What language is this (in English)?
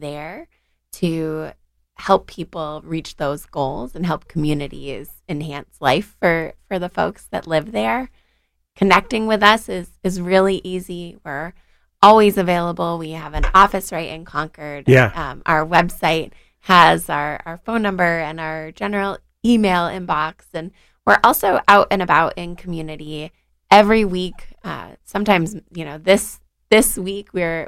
English